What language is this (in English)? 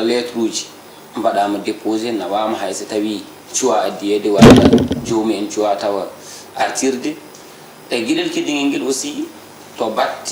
Fula